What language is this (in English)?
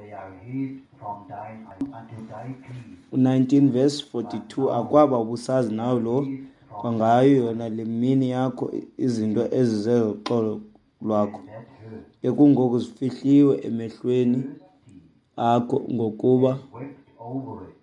Xhosa